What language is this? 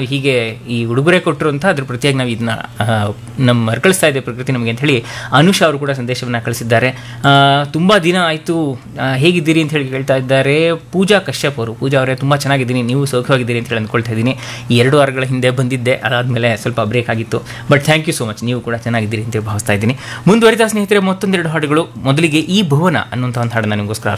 Kannada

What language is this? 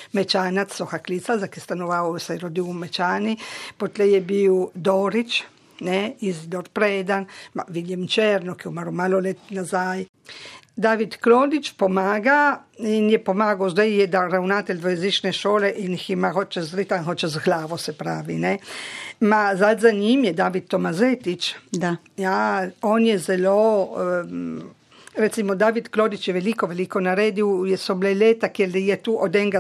Slovenian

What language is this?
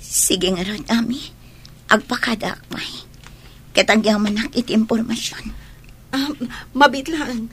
Iloko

